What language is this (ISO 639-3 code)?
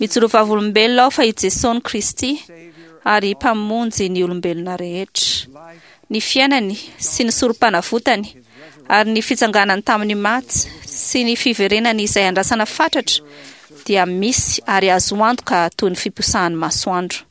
mlg